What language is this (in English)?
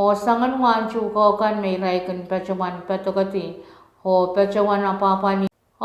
Pohnpeian